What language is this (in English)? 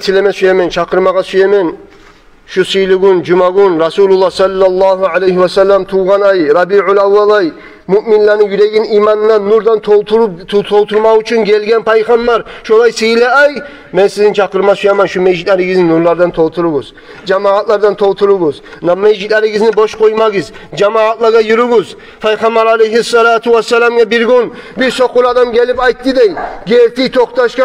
Kumyk